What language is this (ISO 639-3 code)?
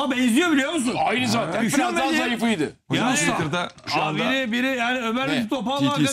tur